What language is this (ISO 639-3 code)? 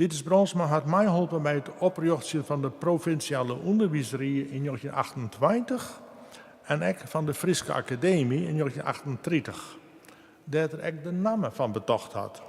fry